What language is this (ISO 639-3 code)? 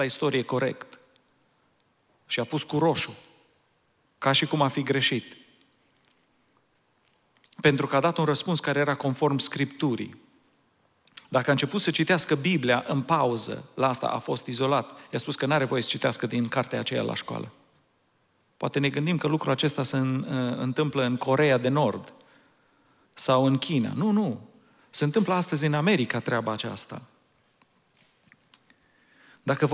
ron